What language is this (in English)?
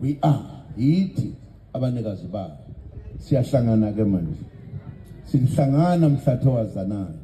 Zulu